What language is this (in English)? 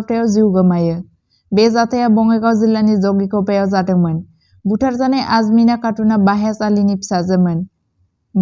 Bodo